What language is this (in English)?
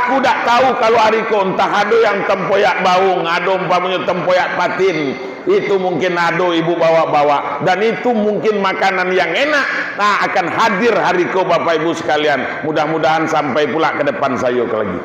Minangkabau